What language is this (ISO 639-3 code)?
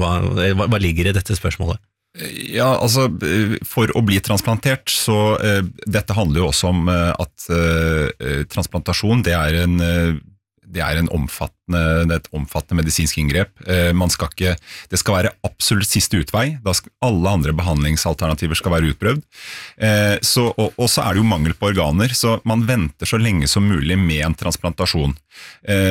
nor